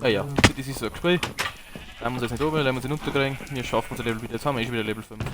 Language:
Bavarian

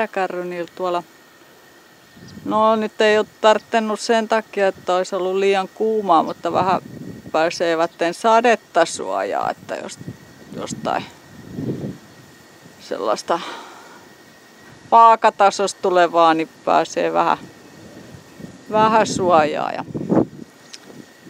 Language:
Finnish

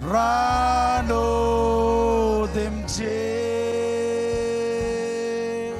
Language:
Marshallese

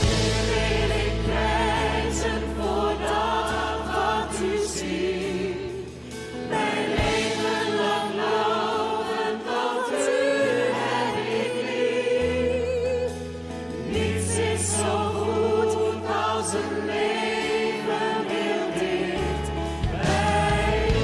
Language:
Western Frisian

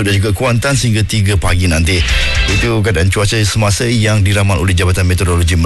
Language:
Malay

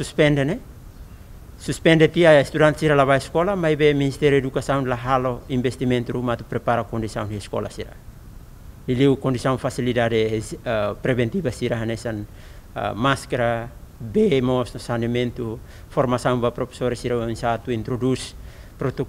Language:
Tetum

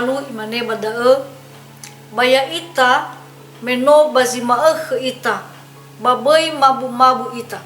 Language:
Nias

